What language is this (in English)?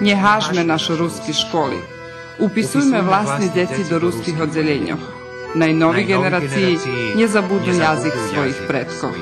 Rusyn